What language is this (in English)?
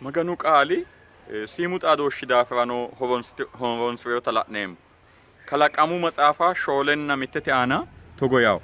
Sidamo